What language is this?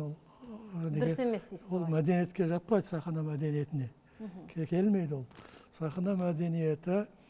Kazakh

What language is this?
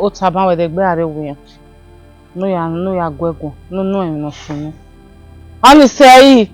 Bini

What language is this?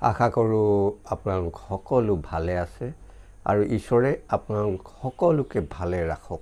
Assamese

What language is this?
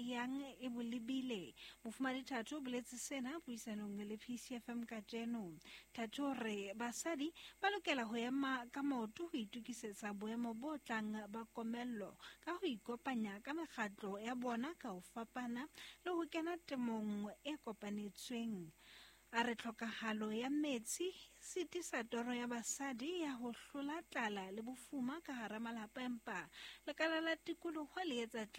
Southern Sotho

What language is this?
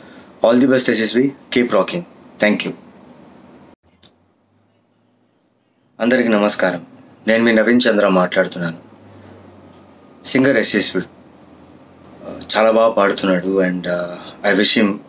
Telugu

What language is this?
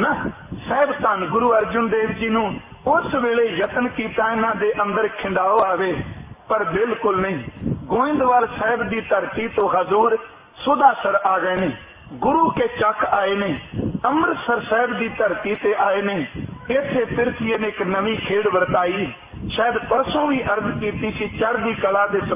Punjabi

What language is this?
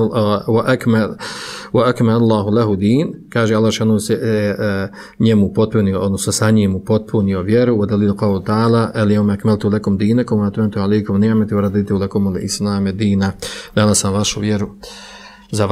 Bosnian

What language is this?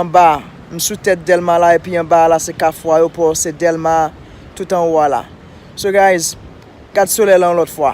Haitian Creole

